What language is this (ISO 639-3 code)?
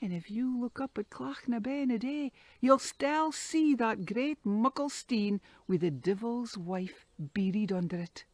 sco